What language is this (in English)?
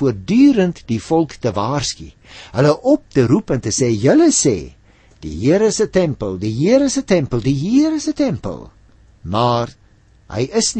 Afrikaans